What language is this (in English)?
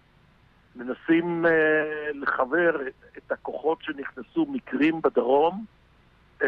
Hebrew